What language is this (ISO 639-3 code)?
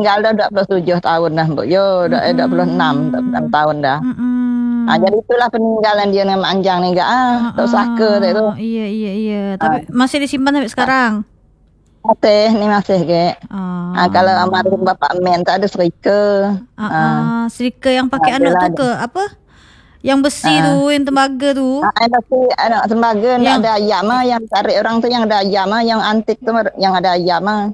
msa